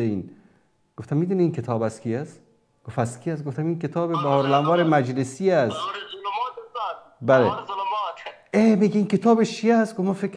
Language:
Persian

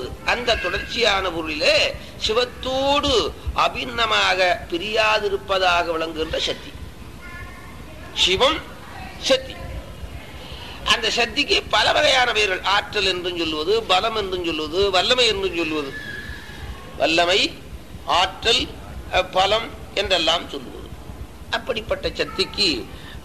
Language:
Tamil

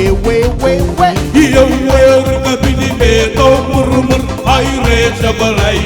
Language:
Marshallese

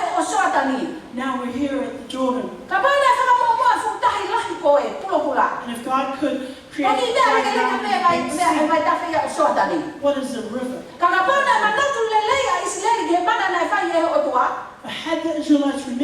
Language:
Tongan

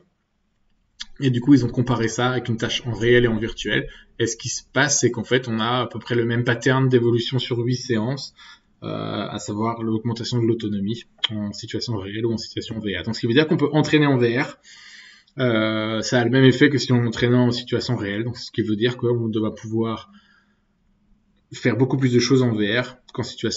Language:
French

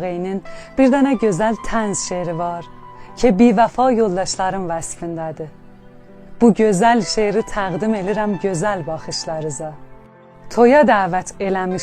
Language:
South Azerbaijani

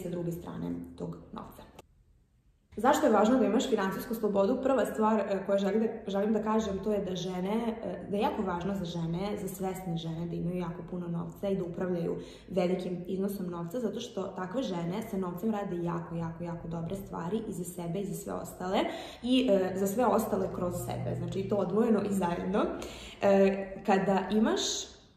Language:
Serbian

